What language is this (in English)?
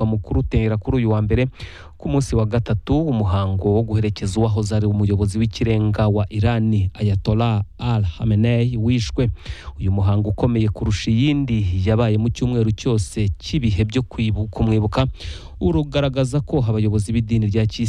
Kinyarwanda